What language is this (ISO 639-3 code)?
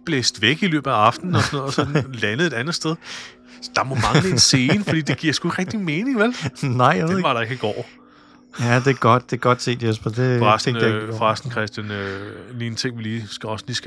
dan